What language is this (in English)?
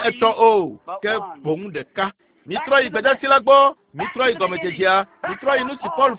Ewe